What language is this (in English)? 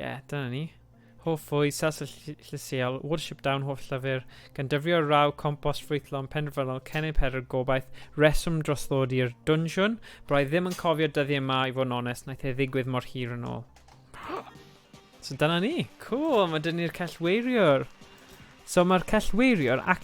Welsh